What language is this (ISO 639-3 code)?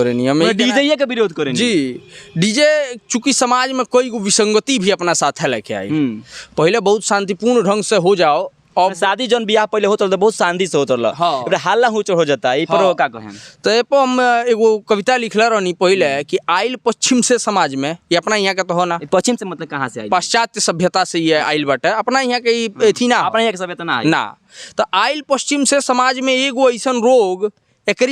bho